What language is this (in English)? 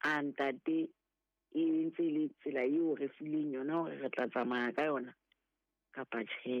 Southern Sotho